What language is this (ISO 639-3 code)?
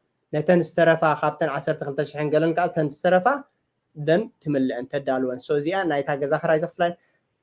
tir